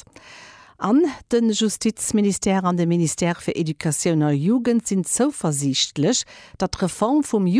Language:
Luxembourgish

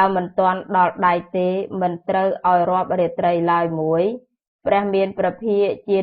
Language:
Khmer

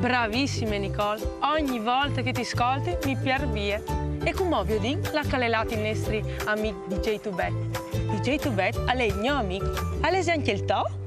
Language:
Friulian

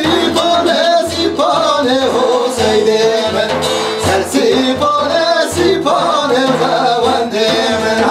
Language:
Kurdish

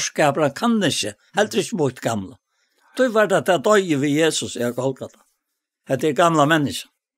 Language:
Faroese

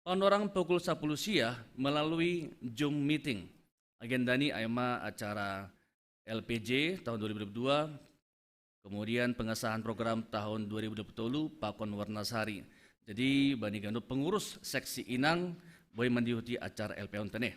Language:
Batak Simalungun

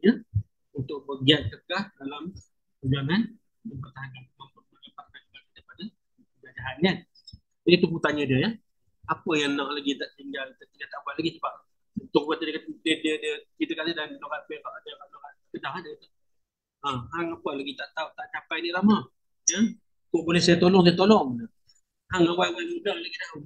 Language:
Malay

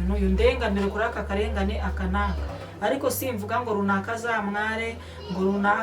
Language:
Kinyarwanda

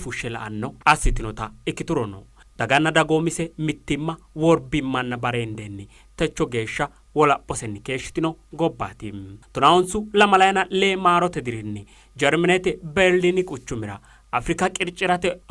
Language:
Sidamo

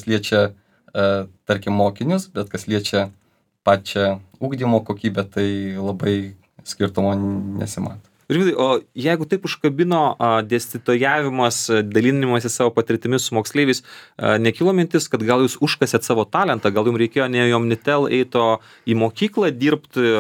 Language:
Lithuanian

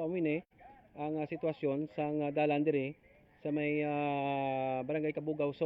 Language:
Hiligaynon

